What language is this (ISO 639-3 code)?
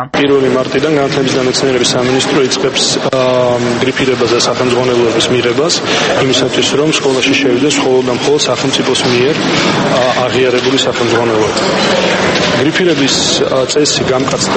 kat